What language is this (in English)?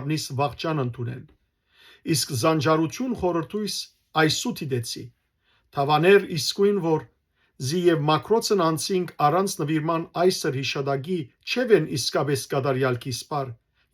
Western Armenian